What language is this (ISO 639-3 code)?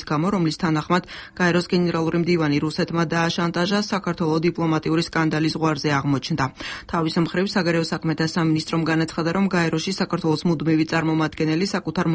kat